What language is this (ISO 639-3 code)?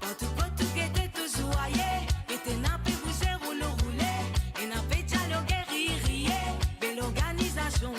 mfe